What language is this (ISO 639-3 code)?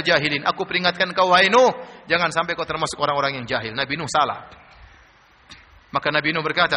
ind